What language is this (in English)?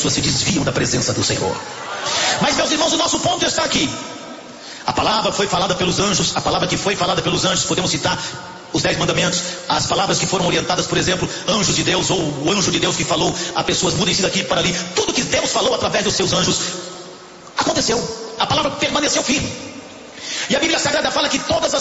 Portuguese